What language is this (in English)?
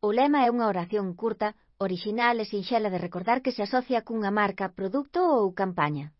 Galician